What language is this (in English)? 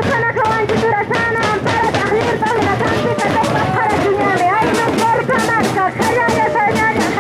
Aymara